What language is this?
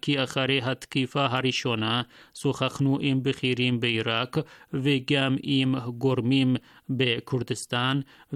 Hebrew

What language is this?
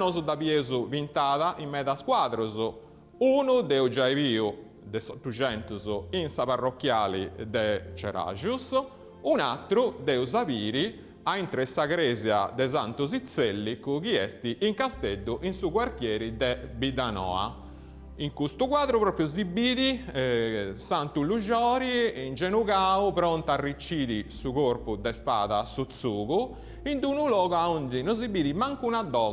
Sardinian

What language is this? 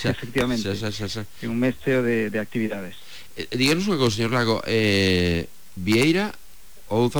Galician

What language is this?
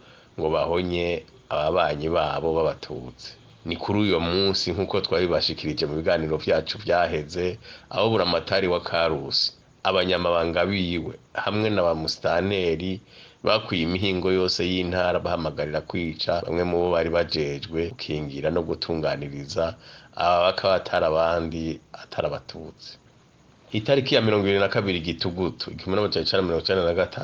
Rundi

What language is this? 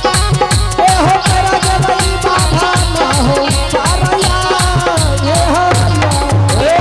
Angika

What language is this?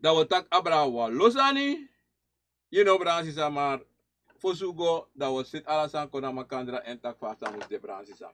Sranan Tongo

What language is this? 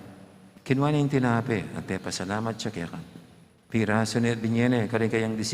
Pampanga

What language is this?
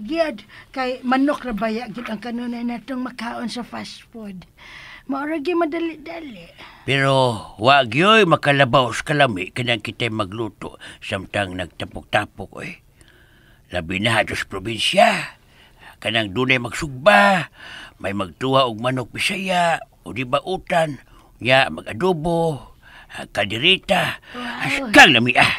Cebuano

